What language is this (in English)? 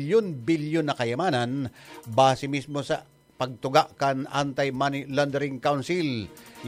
Bikol